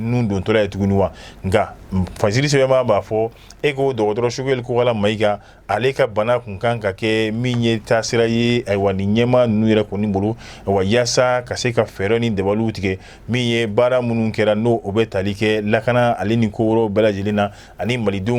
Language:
Bambara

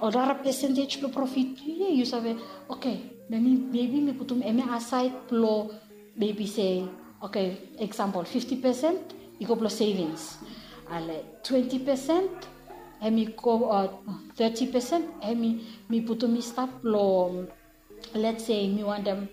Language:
Bislama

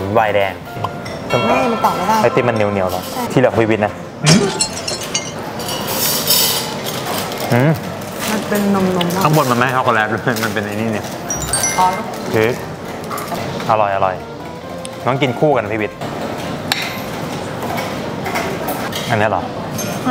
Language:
Thai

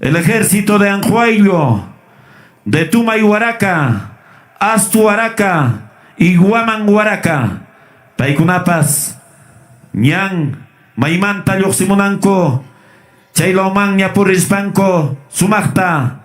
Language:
Ayacucho Quechua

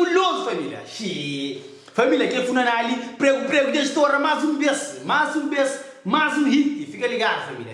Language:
Kabuverdianu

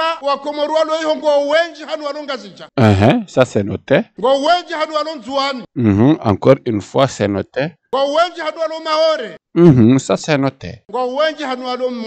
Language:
Ngazidja Comorian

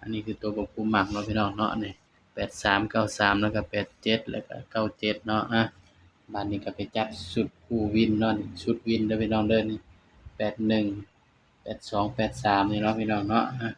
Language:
Northeastern Thai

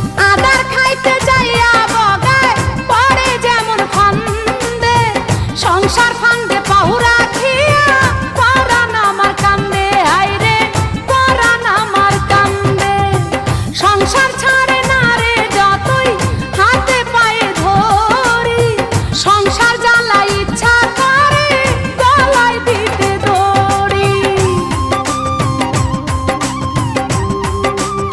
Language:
Bangla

